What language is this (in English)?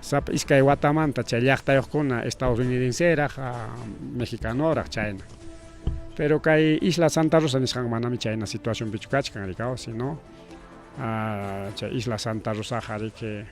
Ayacucho Quechua